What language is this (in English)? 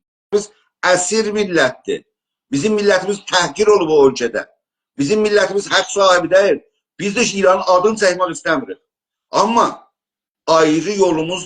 South Azerbaijani